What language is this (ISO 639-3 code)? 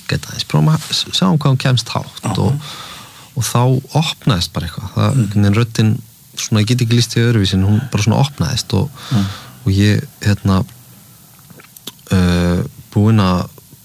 isl